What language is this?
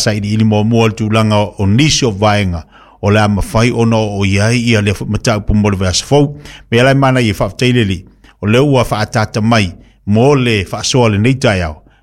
Samoan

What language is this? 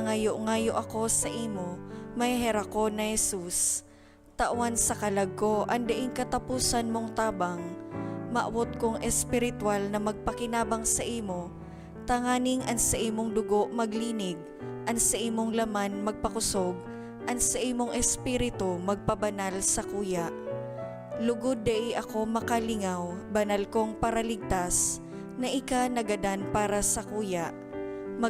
Bikol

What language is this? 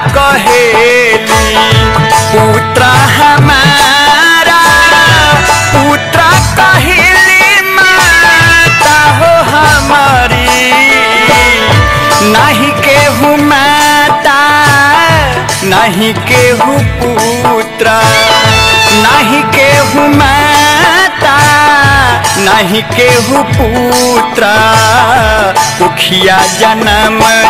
Bhojpuri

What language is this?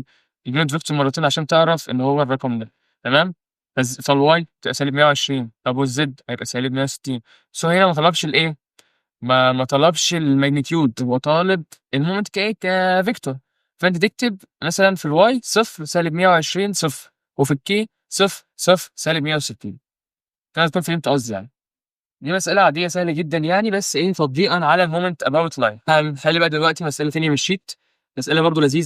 Egyptian Arabic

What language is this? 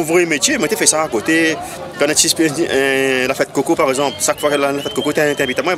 Réunion Creole French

